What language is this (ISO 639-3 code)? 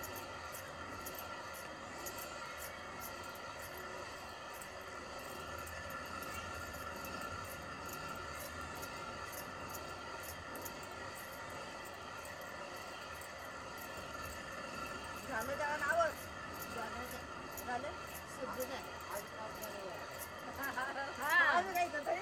mar